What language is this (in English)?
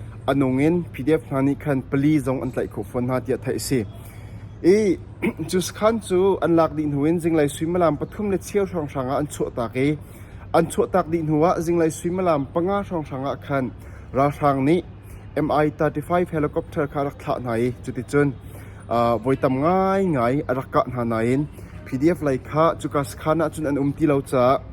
Hakha Chin